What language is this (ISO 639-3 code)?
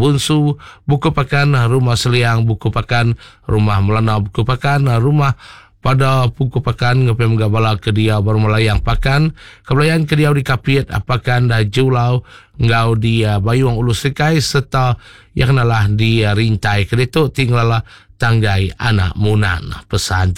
iba